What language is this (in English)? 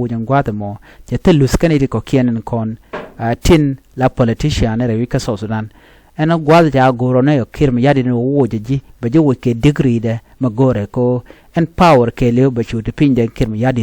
Nuer